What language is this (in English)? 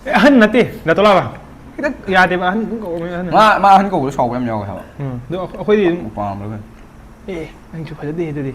Manipuri